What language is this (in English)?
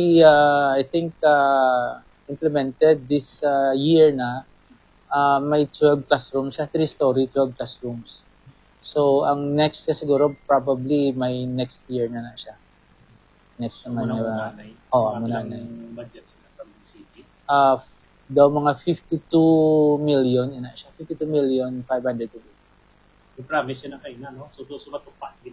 Filipino